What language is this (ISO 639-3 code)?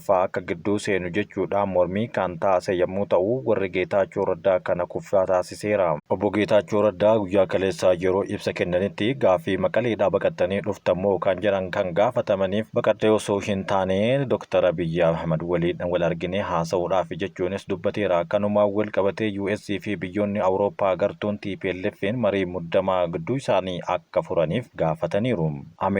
orm